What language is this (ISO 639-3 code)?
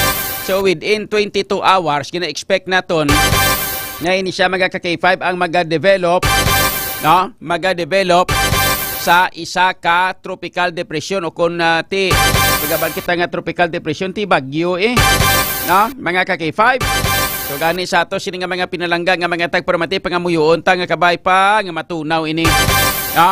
hil